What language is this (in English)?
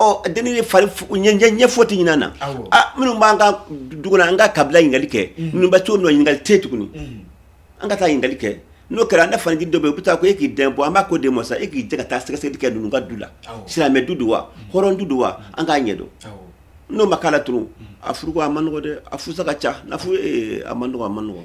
Bambara